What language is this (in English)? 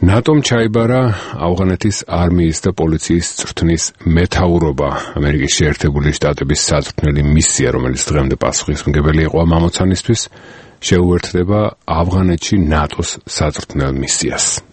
Georgian